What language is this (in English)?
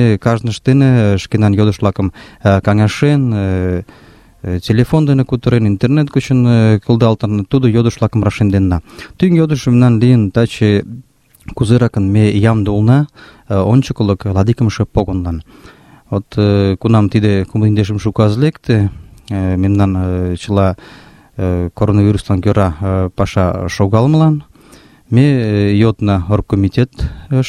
Mari